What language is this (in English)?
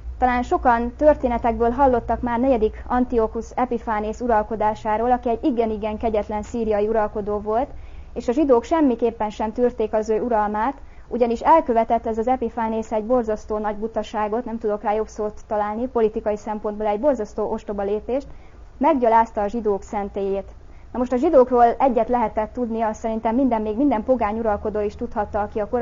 Hungarian